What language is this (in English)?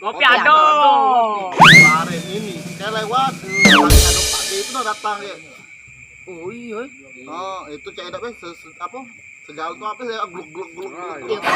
Musi